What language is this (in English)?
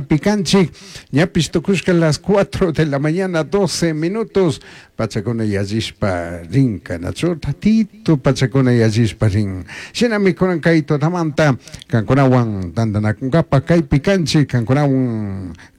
Chimborazo Highland Quichua